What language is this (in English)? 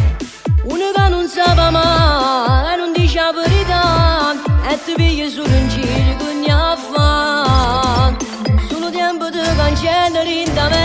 Italian